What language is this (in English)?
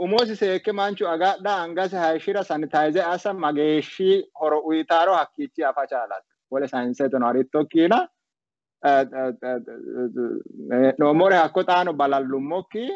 Sidamo